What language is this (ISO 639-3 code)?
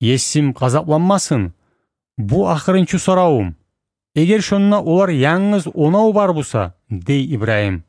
kum